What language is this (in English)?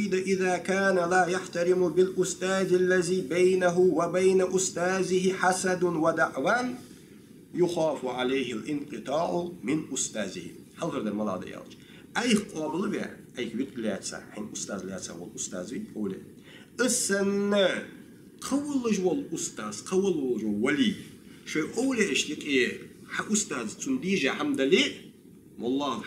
Ingush